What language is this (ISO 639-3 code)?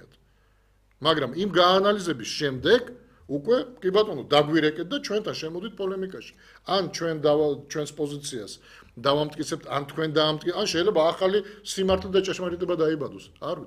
kat